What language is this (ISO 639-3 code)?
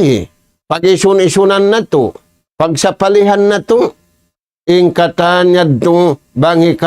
tsg